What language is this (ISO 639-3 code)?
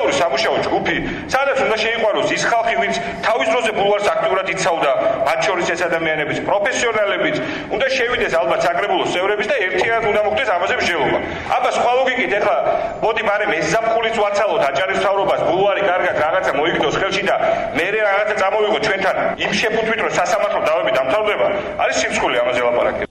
kat